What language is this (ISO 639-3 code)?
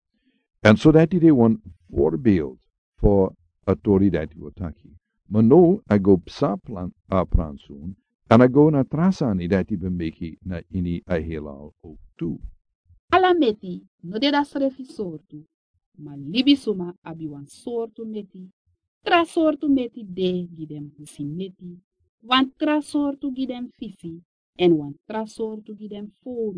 srn